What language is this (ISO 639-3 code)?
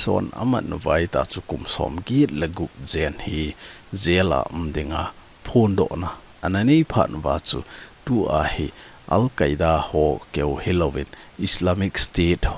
tcz